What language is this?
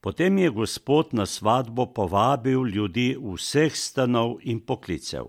Slovenian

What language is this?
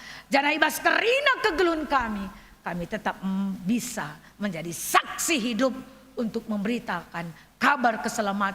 Batak Karo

